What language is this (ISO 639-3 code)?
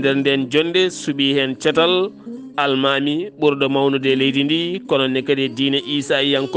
ful